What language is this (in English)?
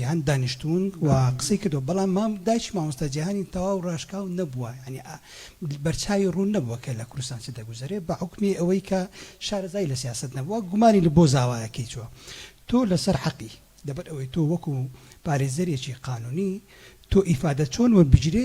Central Kurdish